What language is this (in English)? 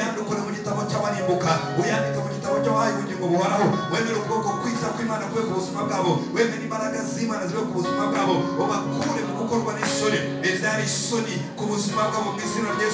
Kinyarwanda